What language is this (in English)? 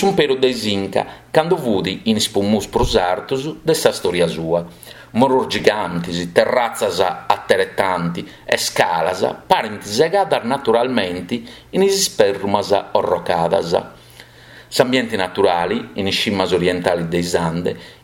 Sardinian